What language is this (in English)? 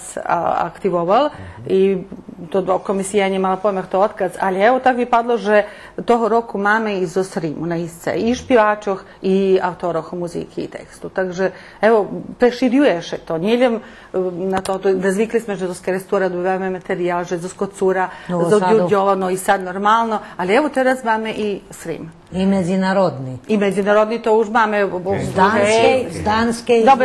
Rusyn